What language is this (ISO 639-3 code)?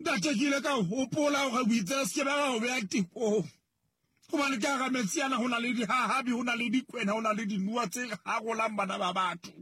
sot